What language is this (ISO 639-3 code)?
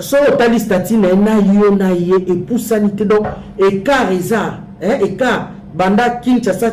lin